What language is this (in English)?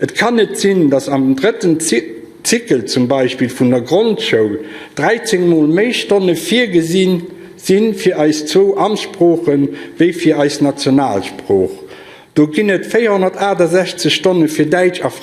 Luxembourgish